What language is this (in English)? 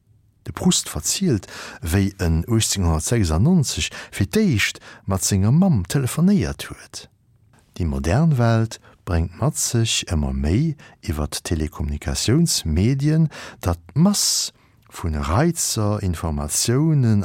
Luxembourgish